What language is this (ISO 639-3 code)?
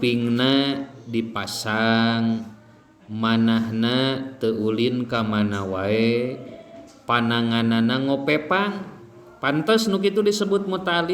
sun